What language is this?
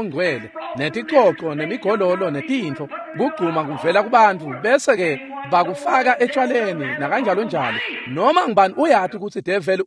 Swati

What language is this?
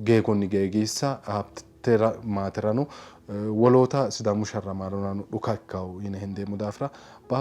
Sidamo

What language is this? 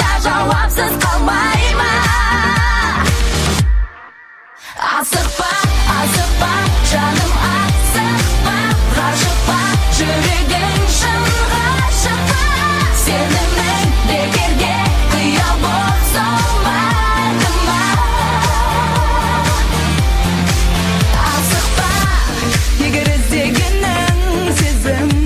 Kazakh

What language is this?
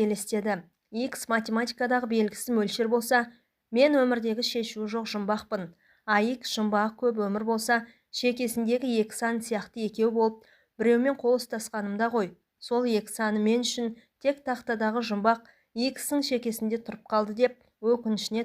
Kazakh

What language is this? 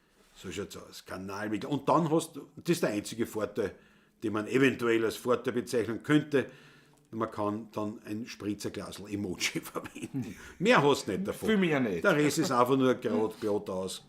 Bavarian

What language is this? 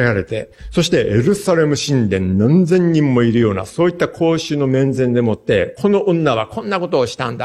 Japanese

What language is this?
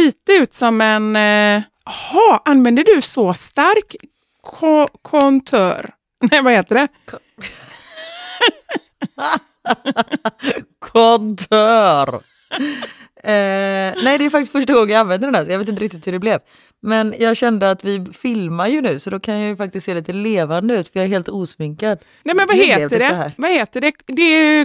Swedish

